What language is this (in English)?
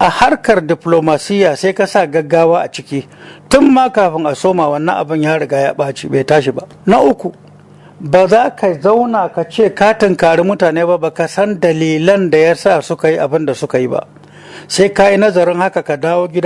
Hausa